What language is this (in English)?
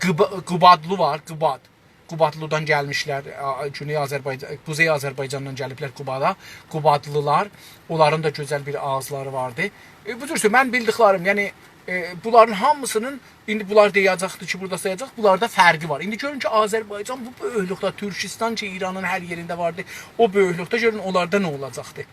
South Azerbaijani